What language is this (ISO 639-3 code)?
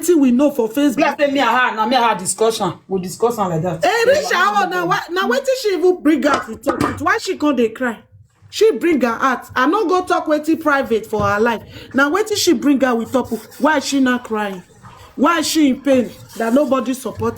pcm